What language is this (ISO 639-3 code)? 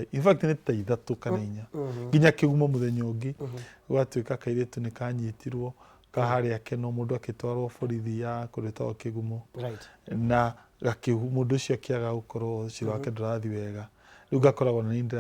kik